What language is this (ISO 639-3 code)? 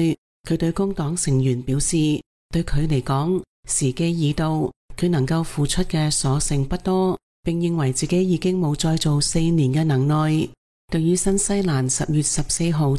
yue